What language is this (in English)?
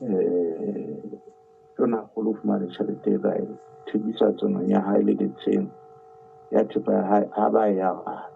Southern Sotho